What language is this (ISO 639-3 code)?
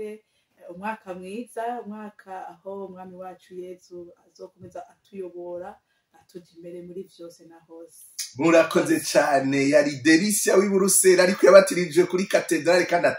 run